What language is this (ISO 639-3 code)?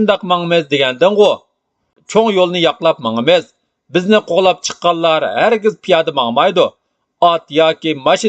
uig